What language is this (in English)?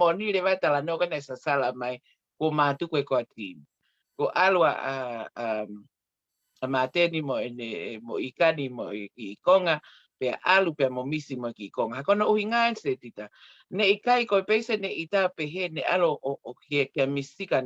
Tongan